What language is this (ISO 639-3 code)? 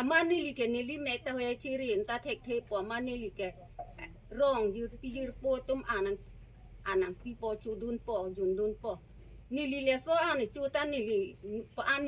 mjw